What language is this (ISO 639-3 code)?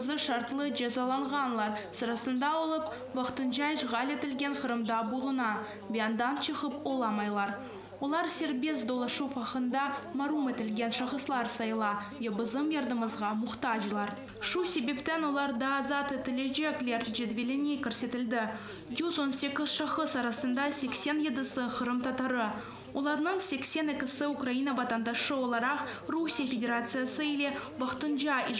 crh